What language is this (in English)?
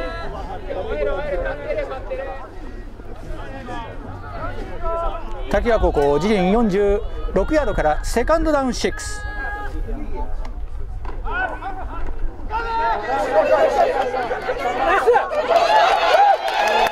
Japanese